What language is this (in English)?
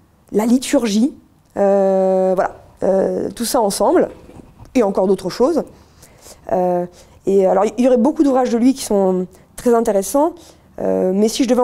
French